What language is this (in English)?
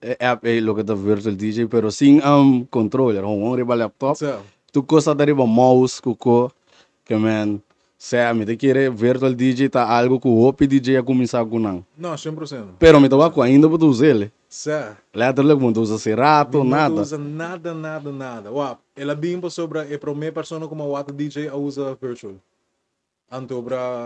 Papiamento